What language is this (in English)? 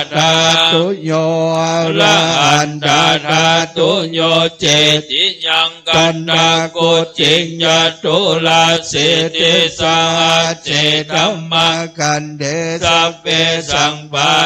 Pali